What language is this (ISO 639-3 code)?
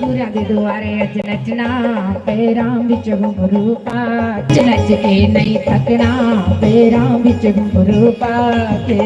doi